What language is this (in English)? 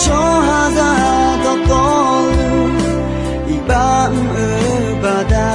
Akha